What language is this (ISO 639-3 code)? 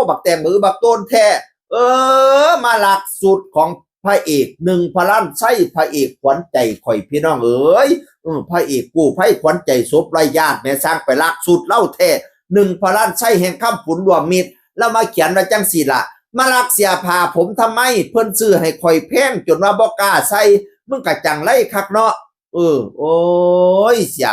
tts